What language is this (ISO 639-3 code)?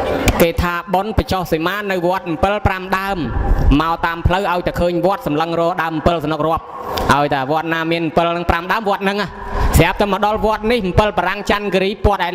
khm